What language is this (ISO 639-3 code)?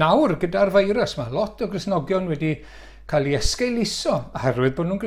cym